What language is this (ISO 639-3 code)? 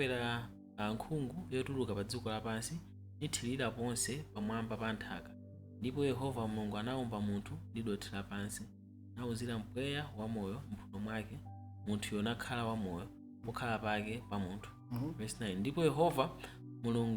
nya